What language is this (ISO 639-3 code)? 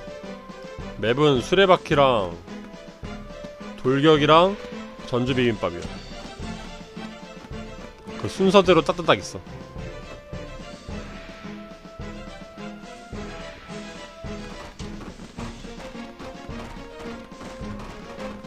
kor